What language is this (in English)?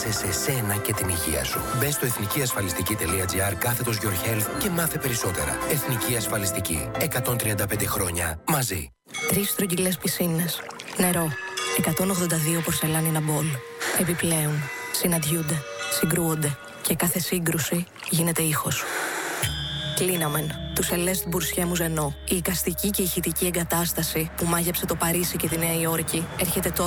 Greek